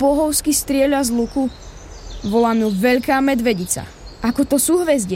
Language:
Slovak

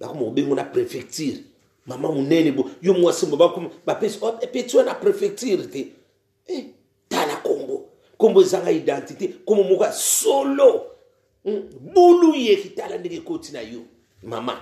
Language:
Lingala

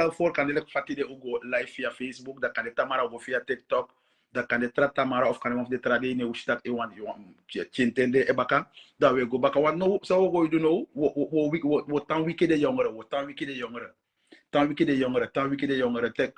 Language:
Sranan Tongo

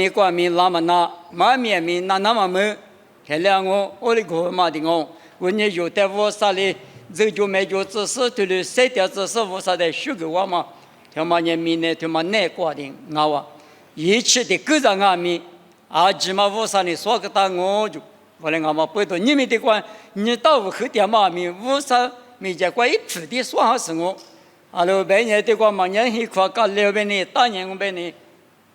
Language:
Lisu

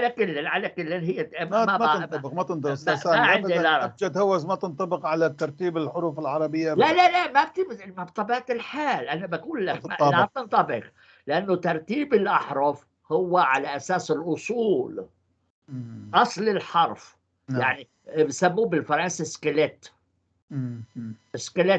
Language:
North Levantine Arabic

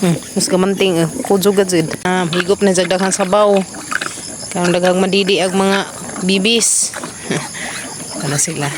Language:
Cebuano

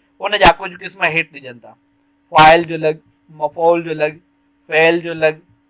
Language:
Sindhi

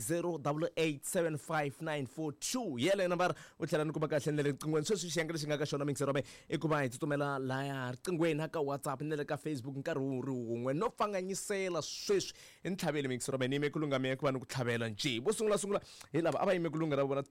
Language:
Tsonga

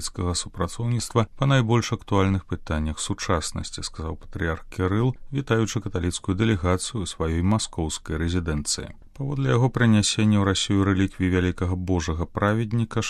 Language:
Belarusian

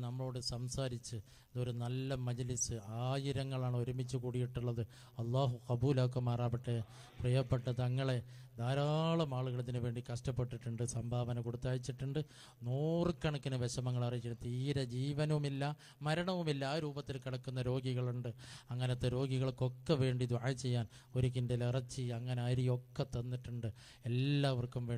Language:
Malayalam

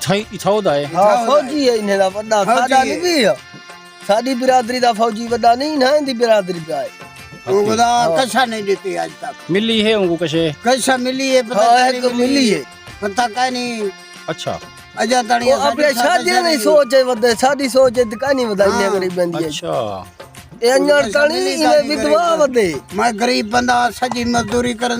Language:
Saraiki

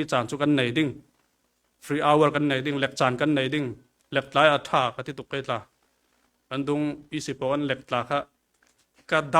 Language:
Falam Chin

